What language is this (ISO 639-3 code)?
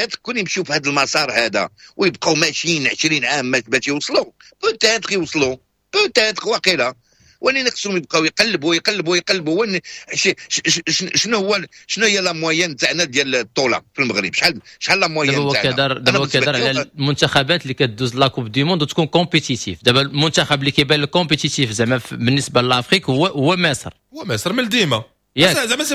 ary